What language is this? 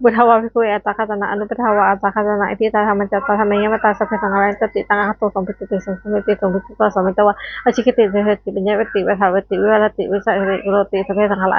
Pali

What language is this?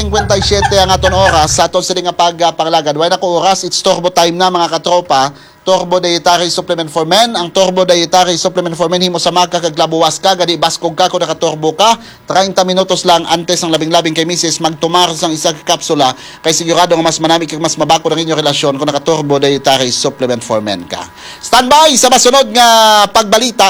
Hiligaynon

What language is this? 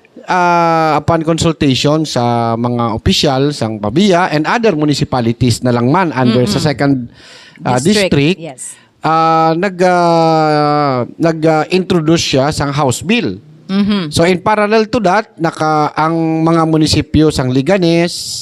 Hiligaynon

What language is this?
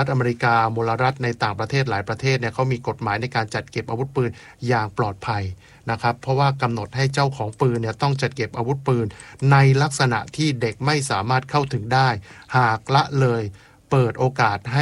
Thai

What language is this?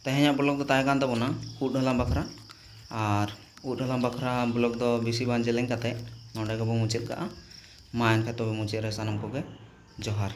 Santali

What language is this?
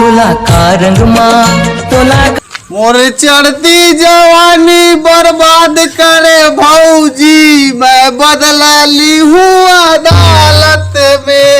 Chhattisgarhi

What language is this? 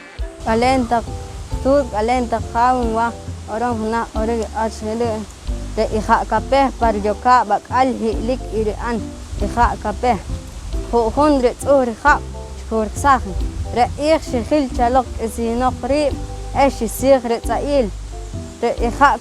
Poqomchi'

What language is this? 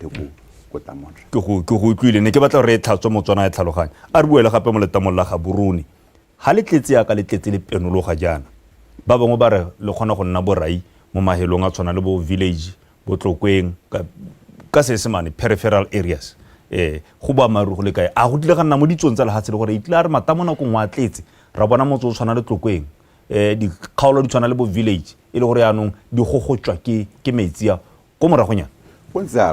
Tswana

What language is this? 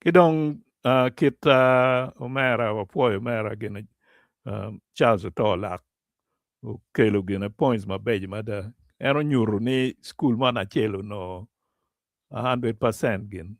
Acoli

